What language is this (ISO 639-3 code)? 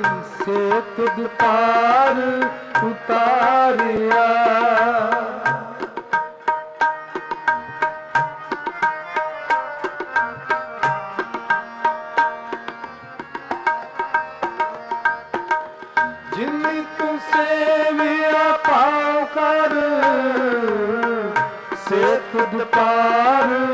pan